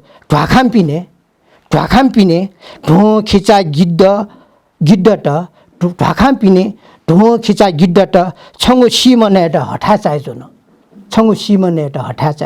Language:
Newari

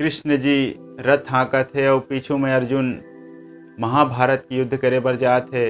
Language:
Chhattisgarhi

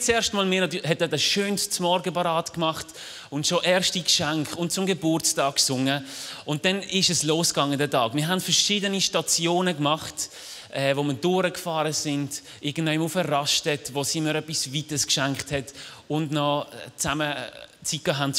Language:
Swiss German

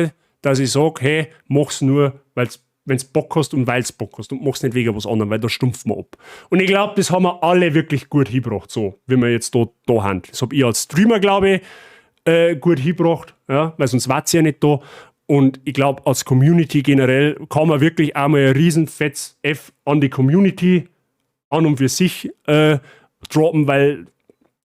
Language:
Bavarian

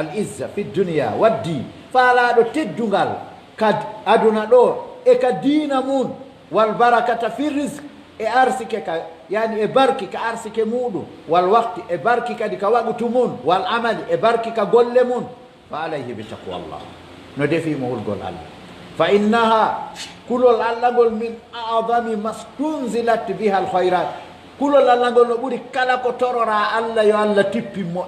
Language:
Pular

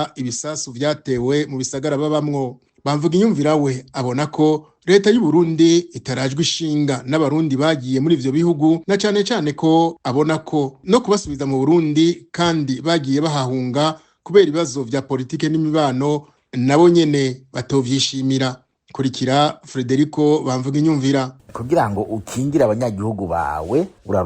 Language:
Rundi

